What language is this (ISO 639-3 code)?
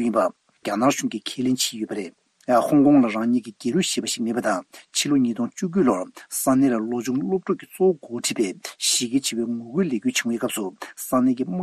bod